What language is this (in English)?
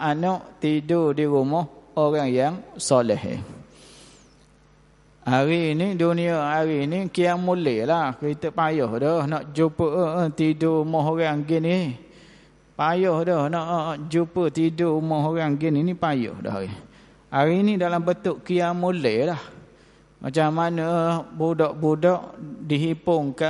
Malay